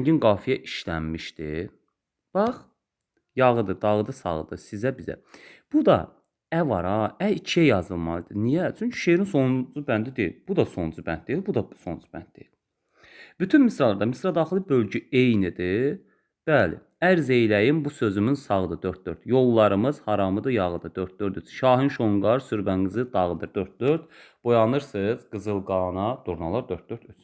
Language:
Azerbaijani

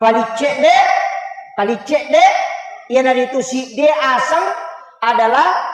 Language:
Buginese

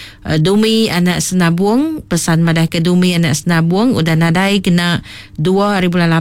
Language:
Iban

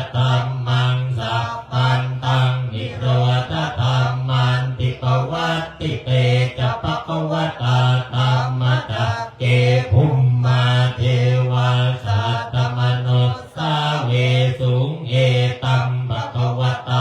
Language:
Pali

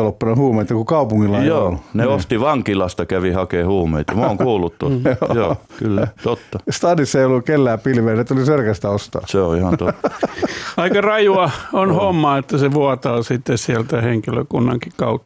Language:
Finnish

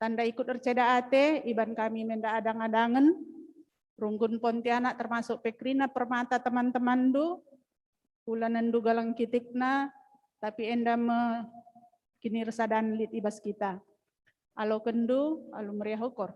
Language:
Batak Karo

